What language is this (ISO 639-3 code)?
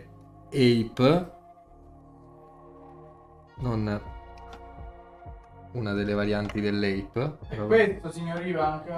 ita